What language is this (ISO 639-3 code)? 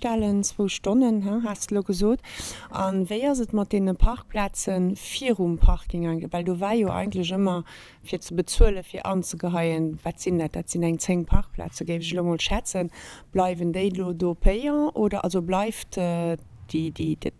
ltz